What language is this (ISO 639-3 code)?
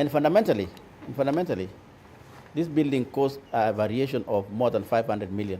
kam